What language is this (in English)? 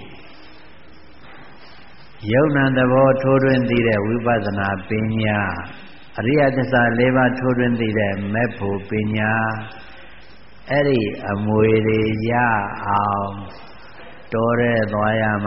Burmese